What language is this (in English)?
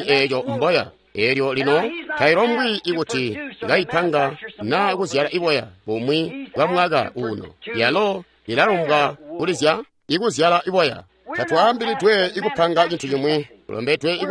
Tonga (Zambia)